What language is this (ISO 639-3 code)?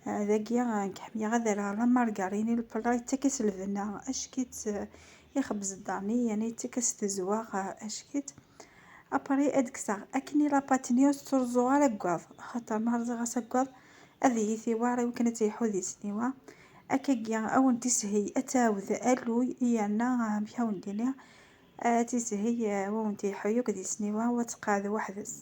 kab